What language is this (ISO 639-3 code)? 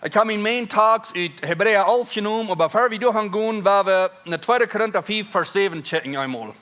pdt